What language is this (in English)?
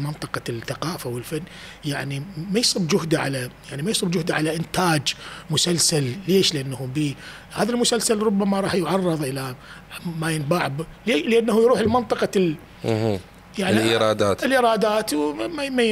Mesopotamian Arabic